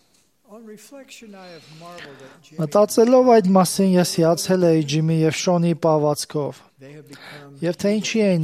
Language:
Armenian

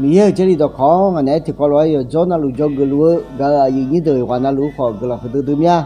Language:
Akha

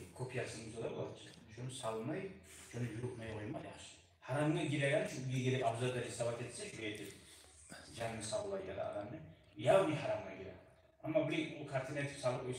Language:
Kumyk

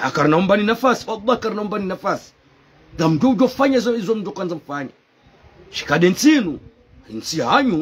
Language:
Ngazidja Comorian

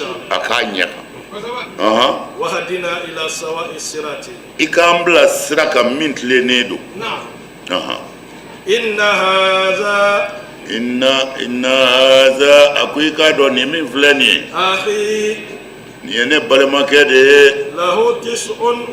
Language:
Bambara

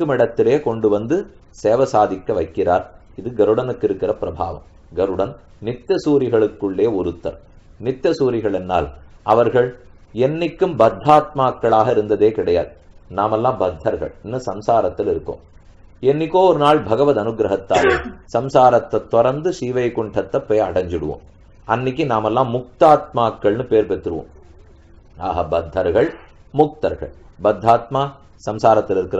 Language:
Tamil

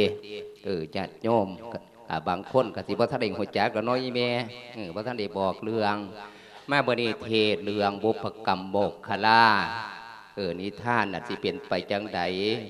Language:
Lao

